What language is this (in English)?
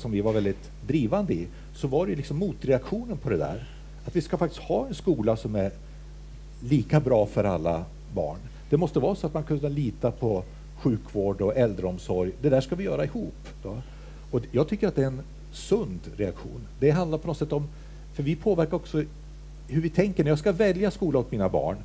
Swedish